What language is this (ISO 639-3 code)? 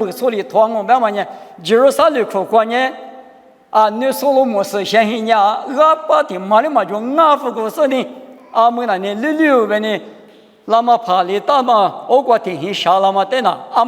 lis